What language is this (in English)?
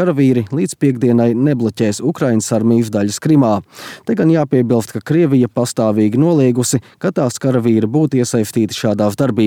Latvian